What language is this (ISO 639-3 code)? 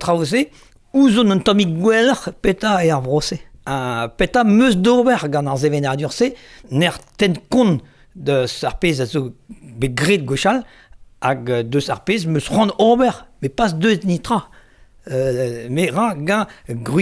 bre